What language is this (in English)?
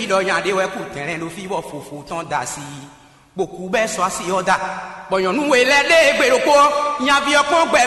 Fon